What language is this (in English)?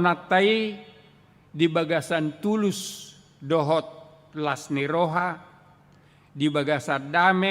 Batak Toba